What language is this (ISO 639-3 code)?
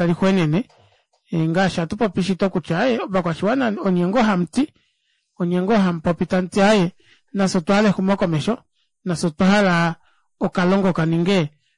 kua